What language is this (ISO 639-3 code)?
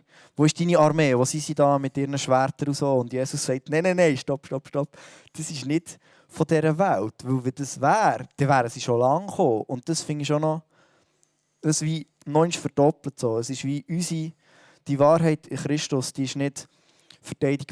gsw